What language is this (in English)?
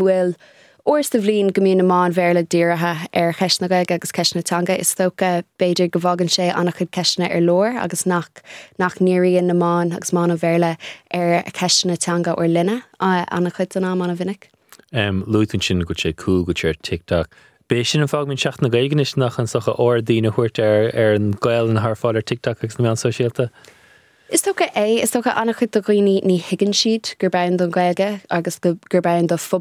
Irish